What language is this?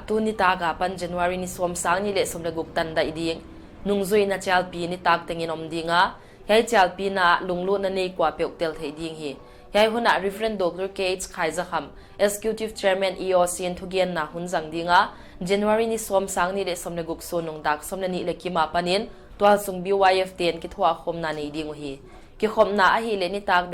Paite Chin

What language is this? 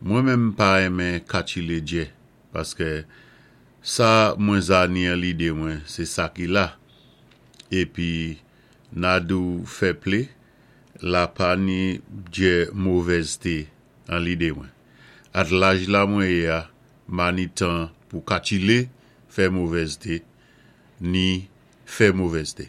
Saint Lucian Creole French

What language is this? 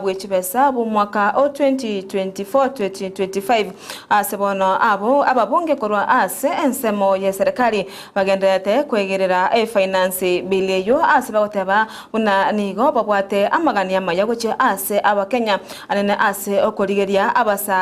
Gusii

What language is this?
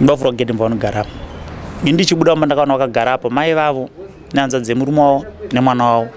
Shona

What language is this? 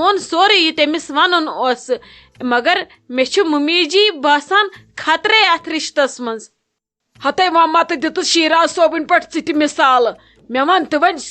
Kashmiri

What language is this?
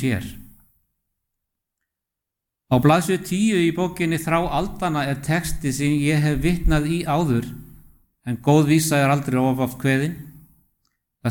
Icelandic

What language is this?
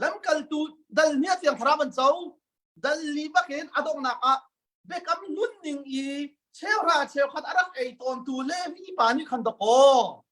Hakha Chin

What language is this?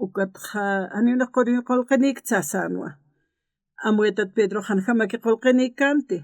Aymara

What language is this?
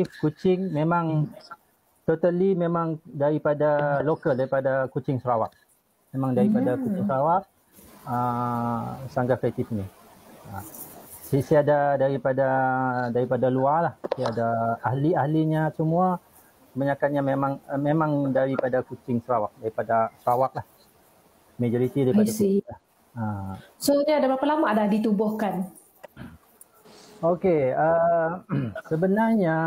Malay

